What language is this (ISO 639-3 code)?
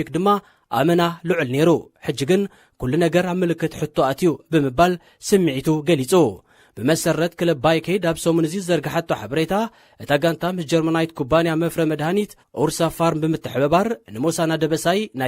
tir